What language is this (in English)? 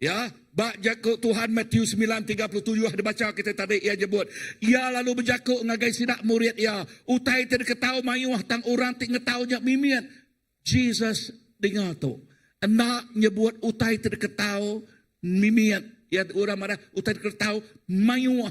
Iban